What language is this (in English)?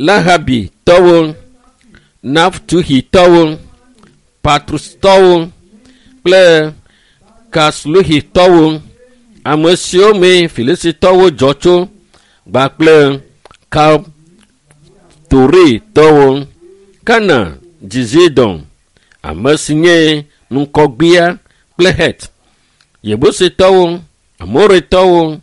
Ewe